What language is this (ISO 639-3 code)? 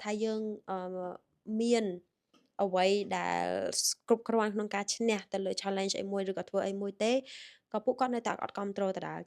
khm